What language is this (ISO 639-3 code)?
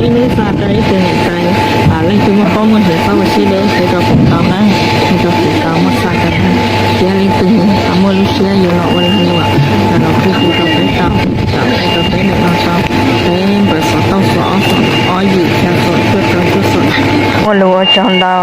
hmn